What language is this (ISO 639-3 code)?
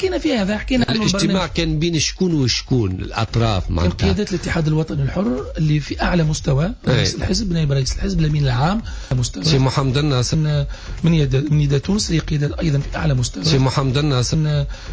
aeb